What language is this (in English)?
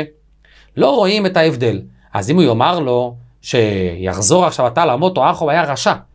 Hebrew